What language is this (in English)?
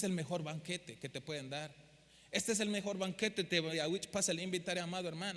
Tzeltal